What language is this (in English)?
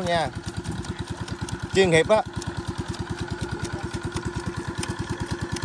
Vietnamese